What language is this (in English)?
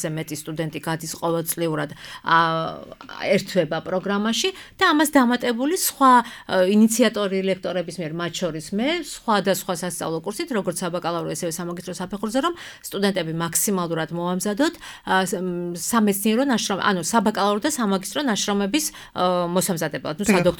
Georgian